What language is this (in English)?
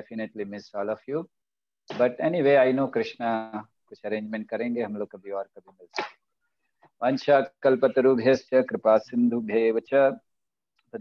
Hindi